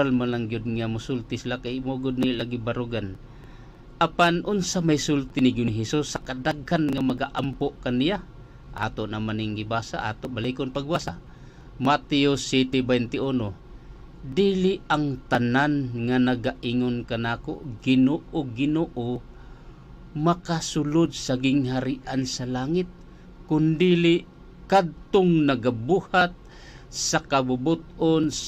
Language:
Cebuano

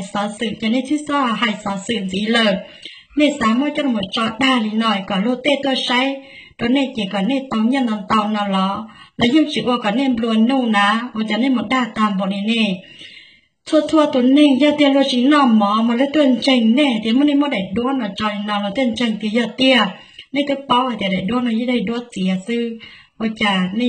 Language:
Hmong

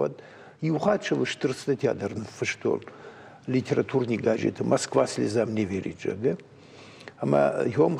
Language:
Ossetic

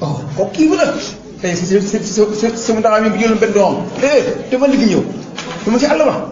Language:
Wolof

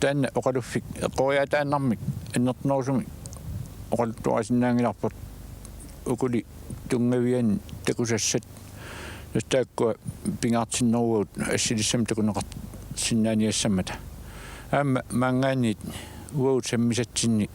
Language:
Kalaallisut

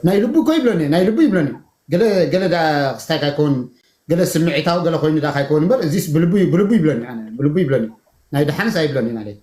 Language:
Tigrinya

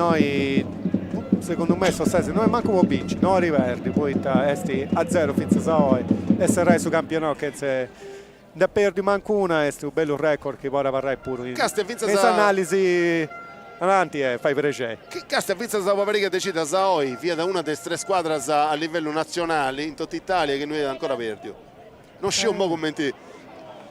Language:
Sardinian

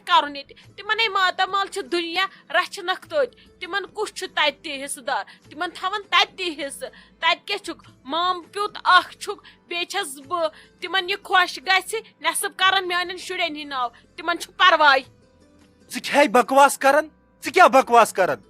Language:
Kashmiri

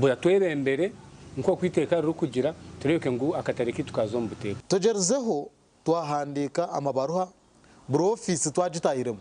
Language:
Nyankole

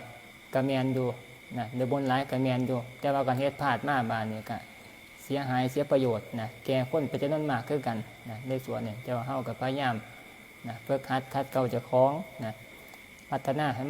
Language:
Northeastern Thai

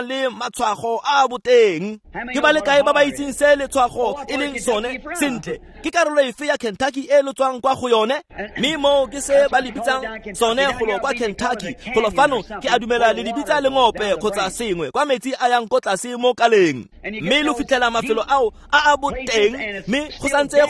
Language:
Tswana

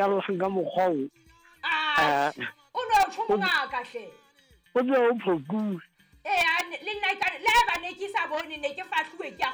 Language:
Southern Sotho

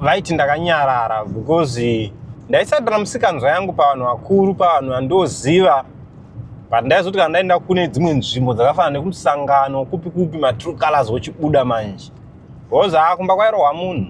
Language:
Shona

